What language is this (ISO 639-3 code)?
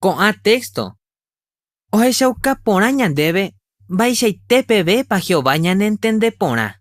grn